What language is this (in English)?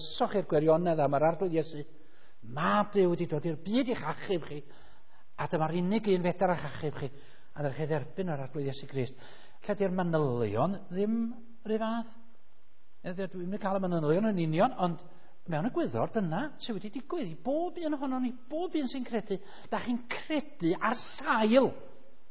Welsh